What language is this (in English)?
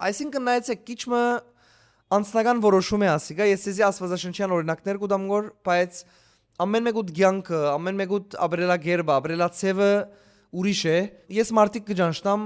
Western Armenian